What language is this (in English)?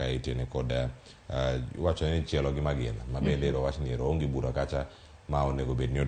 Luo (Kenya and Tanzania)